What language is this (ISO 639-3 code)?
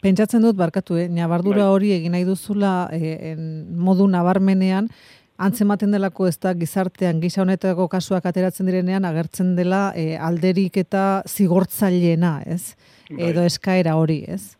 eus